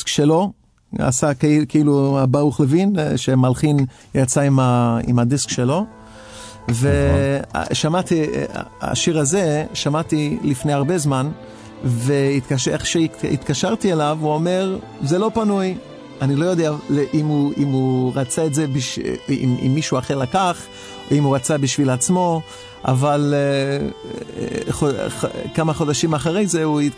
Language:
Hebrew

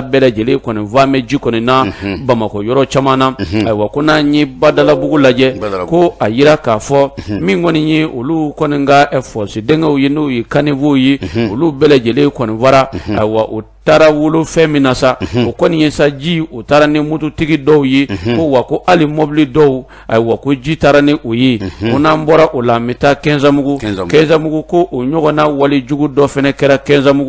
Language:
Bambara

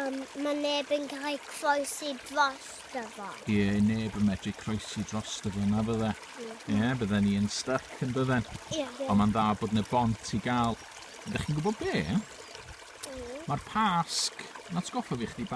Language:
Welsh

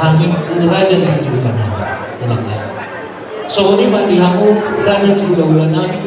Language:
Batak Toba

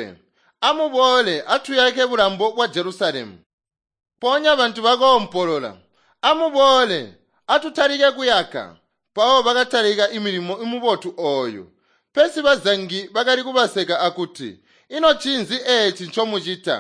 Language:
Tonga (Zambia)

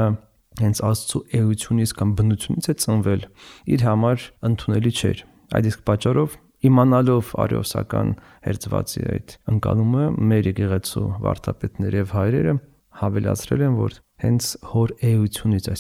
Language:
Armenian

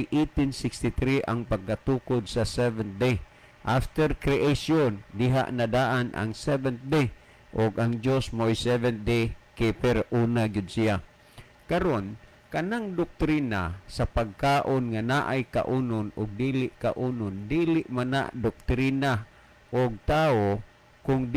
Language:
Cebuano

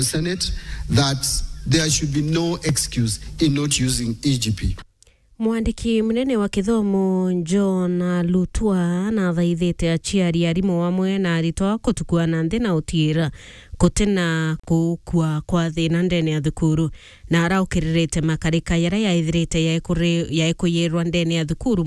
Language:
Meru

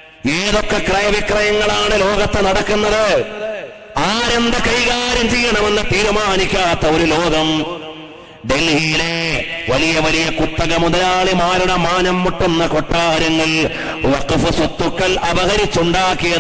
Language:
Malayalam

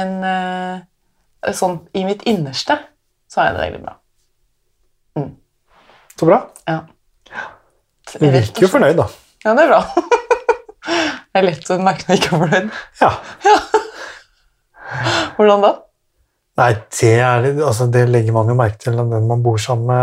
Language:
Norwegian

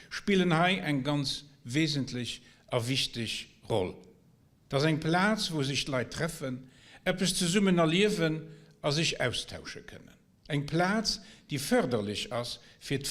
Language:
Luxembourgish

